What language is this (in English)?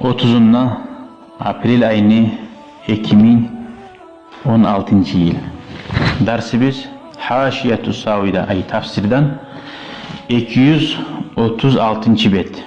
Kumyk